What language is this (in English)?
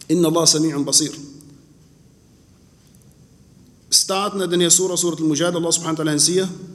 Danish